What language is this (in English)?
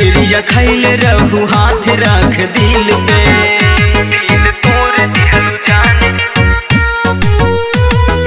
Bhojpuri